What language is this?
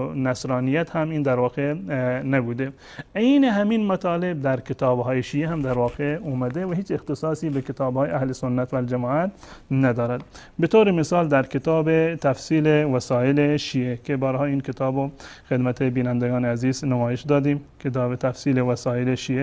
Persian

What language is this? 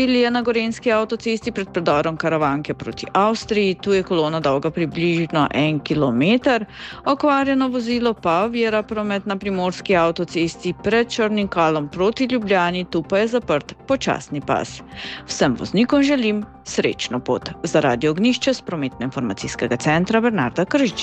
Slovenian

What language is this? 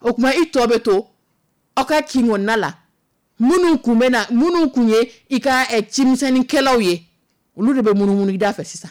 Dyula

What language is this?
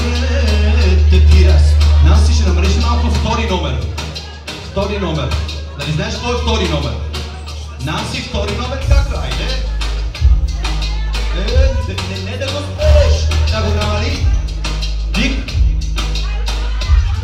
Bulgarian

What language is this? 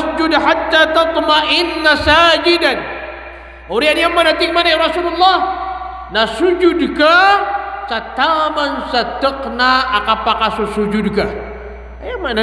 Maranao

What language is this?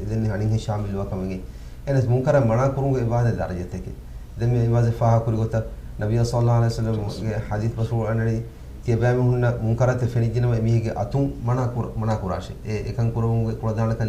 Divehi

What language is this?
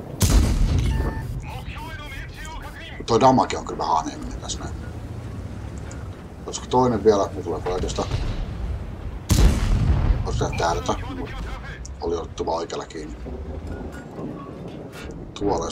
Finnish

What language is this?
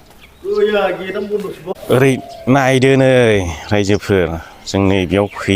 Bodo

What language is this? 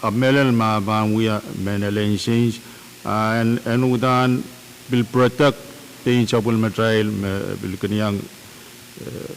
Pohnpeian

